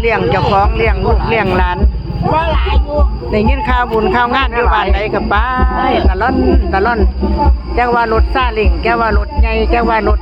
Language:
Northeastern Thai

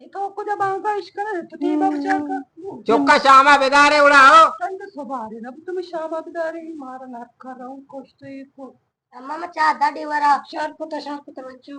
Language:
Eastern Balochi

